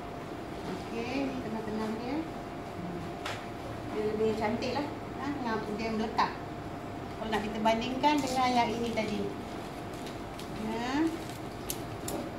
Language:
Malay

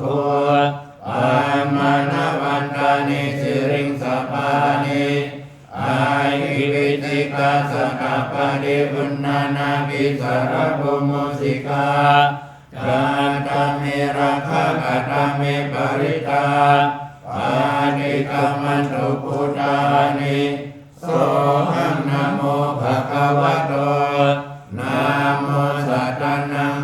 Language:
Pali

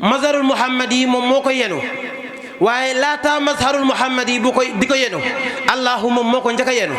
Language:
Wolof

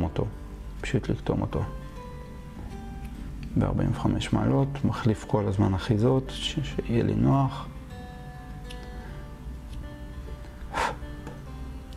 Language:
Hebrew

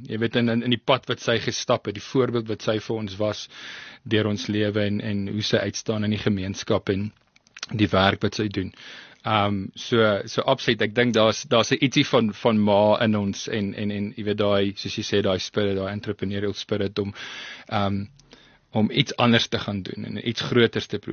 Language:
Afrikaans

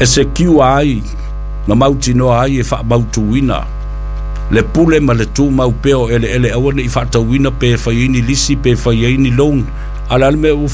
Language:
Samoan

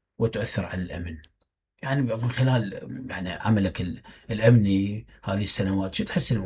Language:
Mesopotamian Arabic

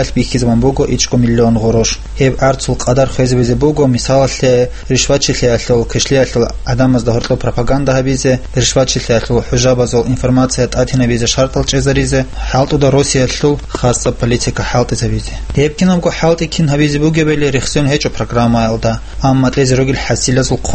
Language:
Avaric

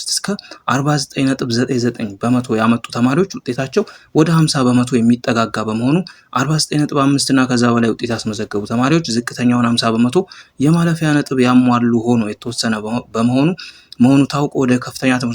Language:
Amharic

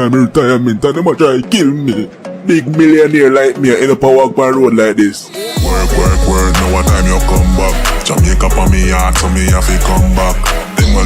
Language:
Jamaican Creole English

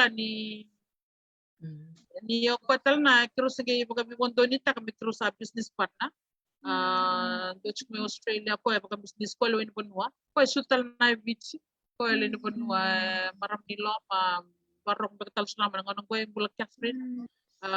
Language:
Fijian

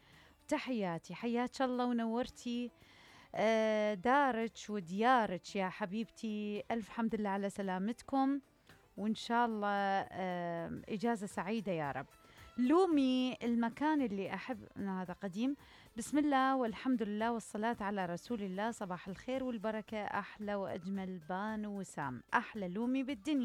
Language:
Mesopotamian Arabic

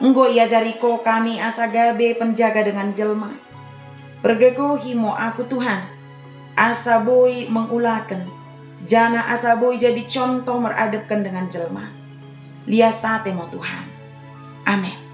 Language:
Batak Dairi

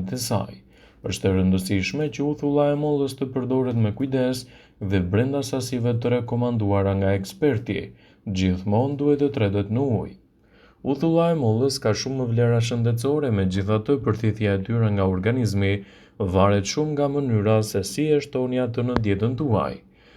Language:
Albanian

